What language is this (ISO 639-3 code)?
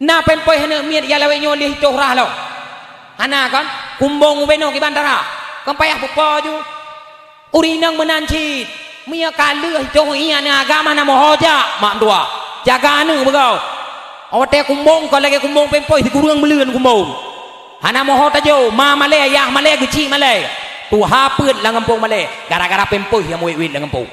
ace